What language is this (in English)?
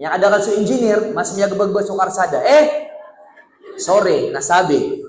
Maranao